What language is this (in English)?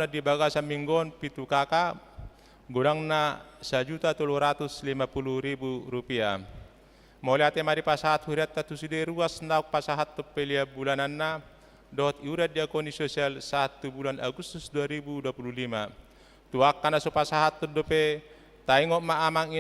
Batak Toba